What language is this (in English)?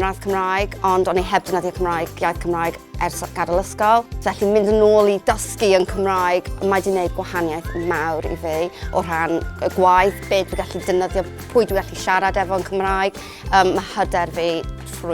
Welsh